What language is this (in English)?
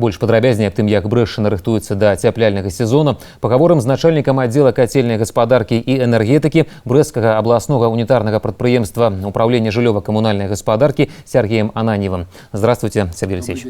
Belarusian